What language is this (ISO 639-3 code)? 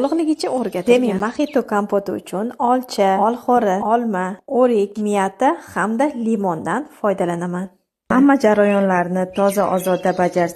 uzb